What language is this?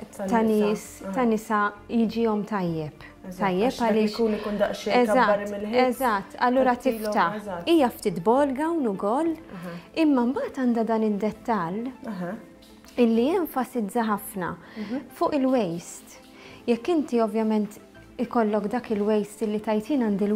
Maltese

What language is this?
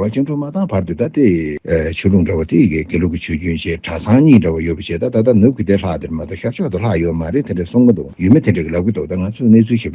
Tibetan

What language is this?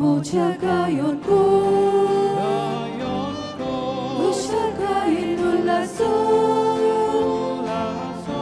Konkani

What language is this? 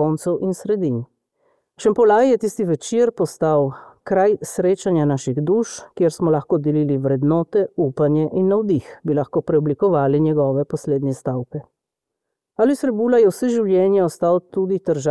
Slovenian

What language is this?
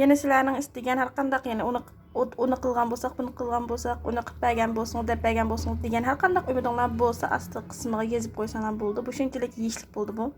Uyghur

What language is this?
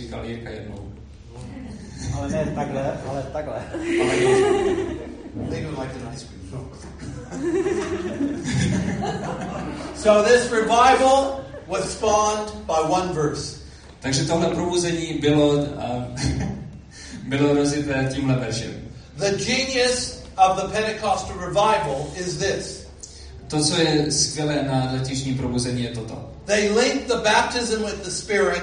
Czech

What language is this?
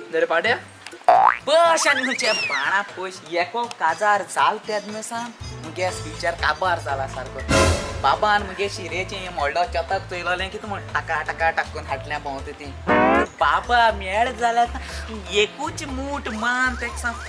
Konkani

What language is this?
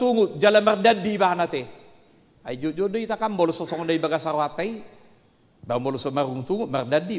Batak Toba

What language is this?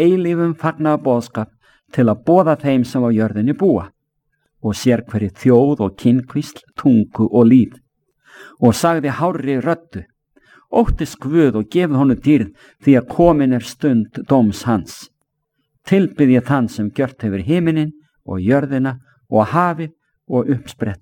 Icelandic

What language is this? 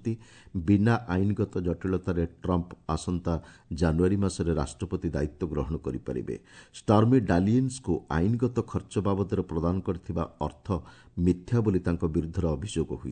Odia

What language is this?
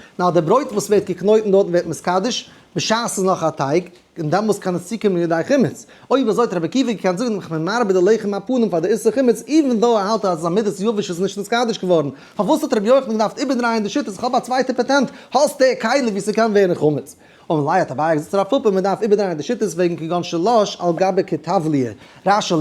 Yiddish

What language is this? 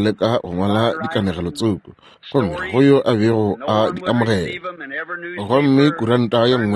Northern Sotho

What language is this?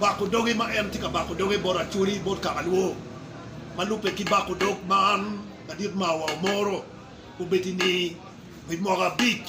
Acoli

